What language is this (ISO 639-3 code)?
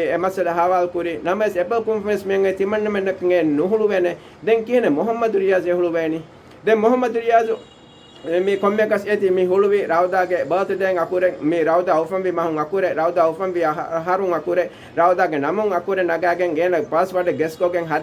div